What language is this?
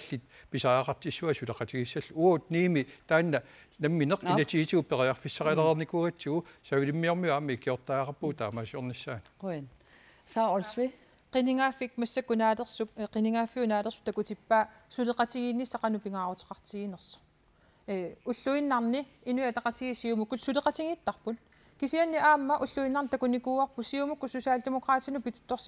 Kalaallisut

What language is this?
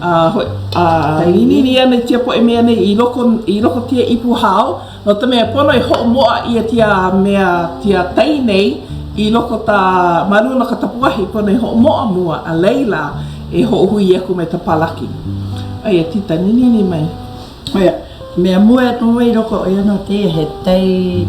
Hawaiian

